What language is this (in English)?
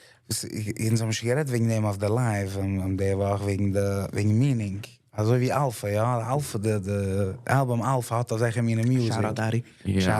Yiddish